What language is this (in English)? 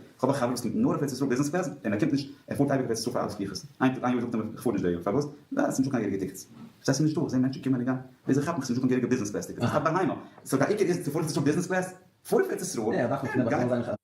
Yiddish